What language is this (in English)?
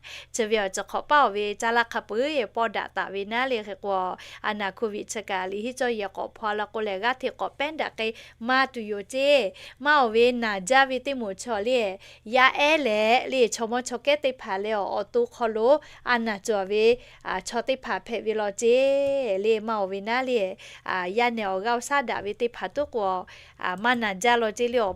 Lahu